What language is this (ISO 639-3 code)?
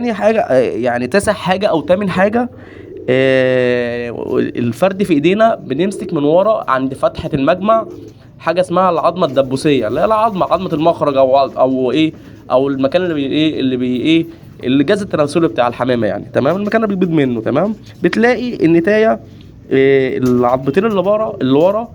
arz